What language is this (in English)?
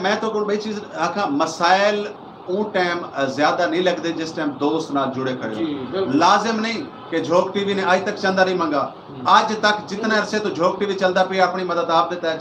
Saraiki